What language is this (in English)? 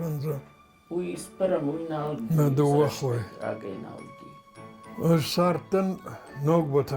Ossetic